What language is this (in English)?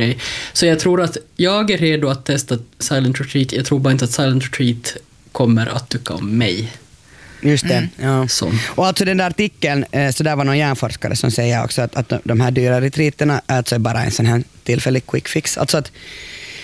Swedish